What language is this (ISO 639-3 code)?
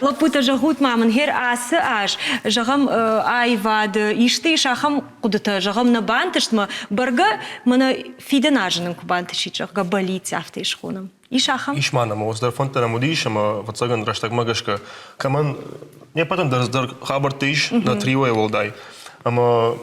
oss